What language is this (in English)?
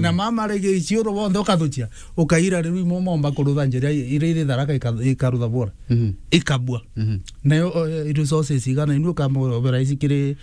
Meru